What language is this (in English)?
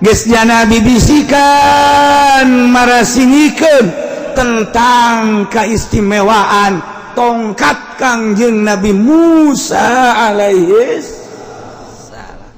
Sundanese